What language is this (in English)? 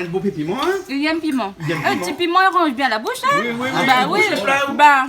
Réunion Creole French